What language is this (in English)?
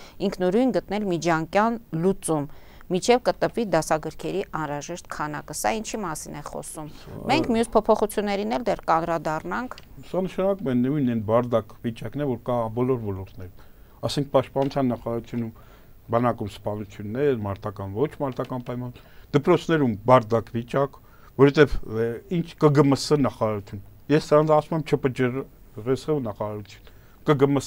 Armenian